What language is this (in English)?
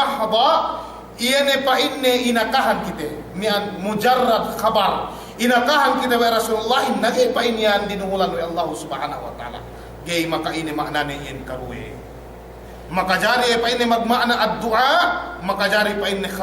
Yakan